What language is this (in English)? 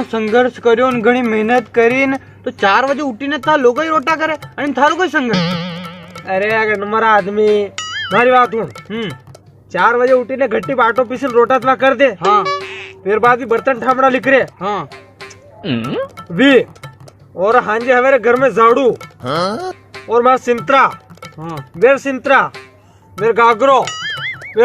Rajasthani